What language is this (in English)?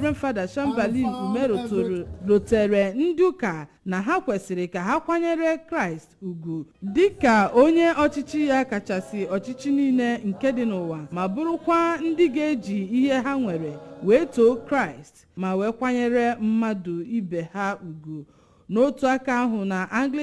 Igbo